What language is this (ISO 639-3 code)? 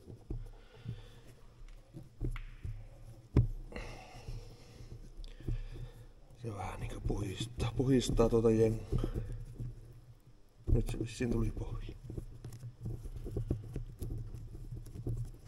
fin